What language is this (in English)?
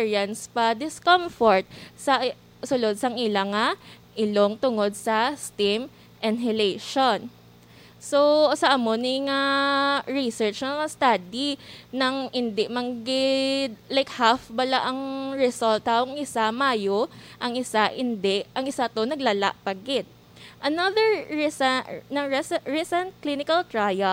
Hiligaynon